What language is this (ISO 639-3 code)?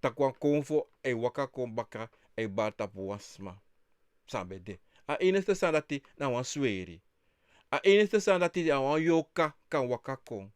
srn